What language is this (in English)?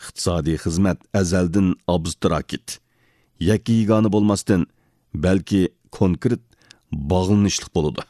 Uyghur